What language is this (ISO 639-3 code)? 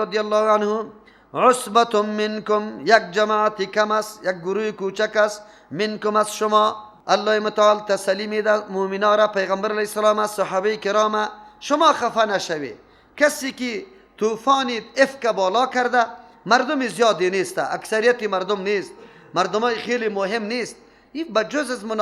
fas